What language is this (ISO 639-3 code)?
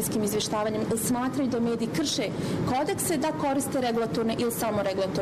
bos